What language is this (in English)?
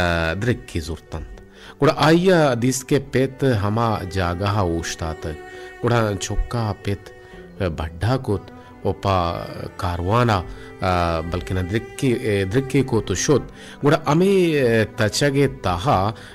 Baluchi